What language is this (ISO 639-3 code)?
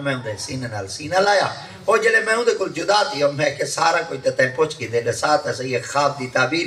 skr